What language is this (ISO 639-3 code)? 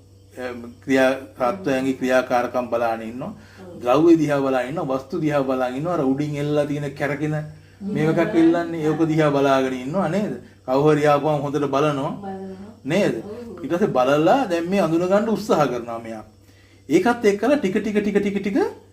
sin